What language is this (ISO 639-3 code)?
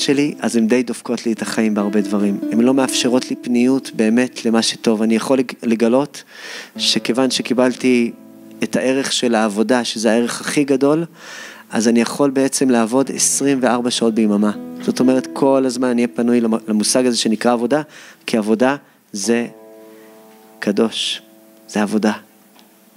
heb